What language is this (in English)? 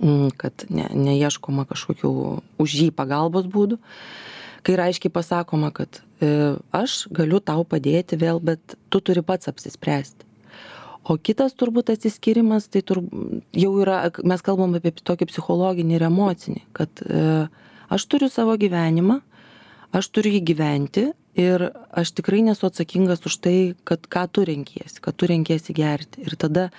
Lithuanian